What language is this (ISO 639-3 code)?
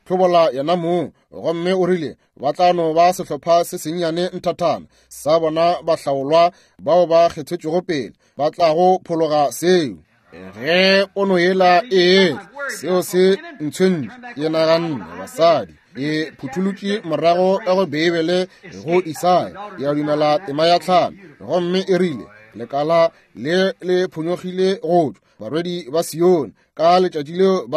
nso